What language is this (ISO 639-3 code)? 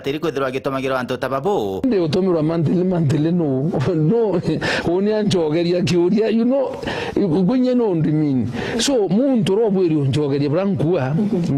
mer